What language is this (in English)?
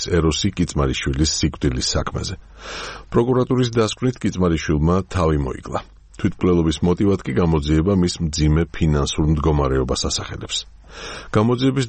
Georgian